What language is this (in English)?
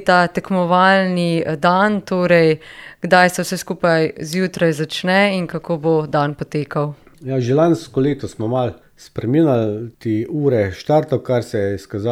Slovenian